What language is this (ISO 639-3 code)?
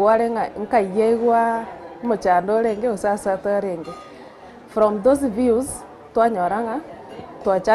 guz